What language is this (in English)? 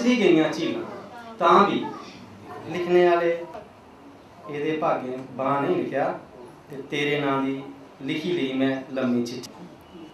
Dogri